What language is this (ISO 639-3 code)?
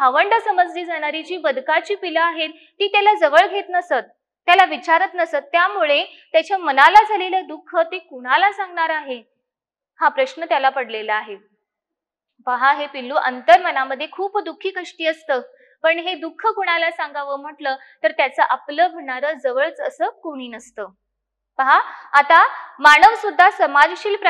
mar